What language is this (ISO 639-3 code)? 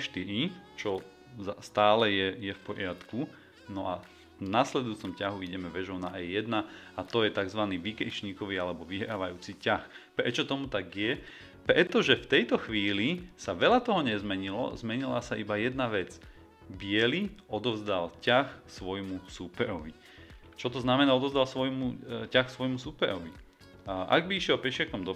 slk